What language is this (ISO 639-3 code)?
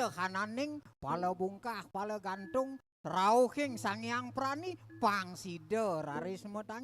ban